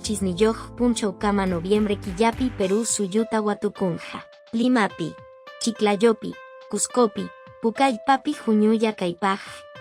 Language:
Quechua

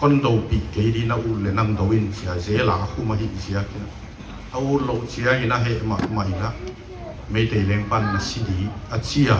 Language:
Paite Chin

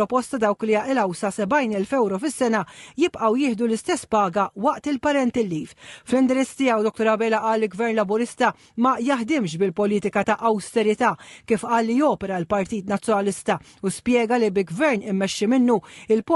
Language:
Maltese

